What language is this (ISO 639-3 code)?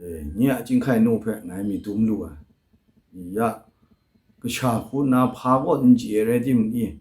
kac